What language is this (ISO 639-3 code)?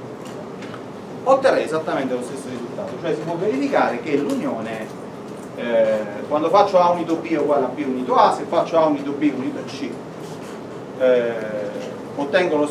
ita